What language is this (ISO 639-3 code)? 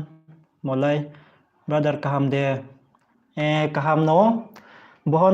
ria